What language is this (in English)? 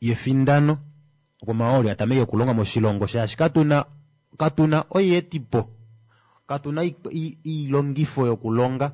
Kuanyama